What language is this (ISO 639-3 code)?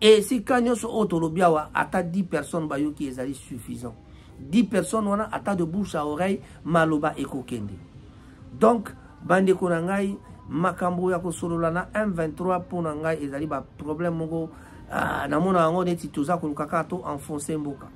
lin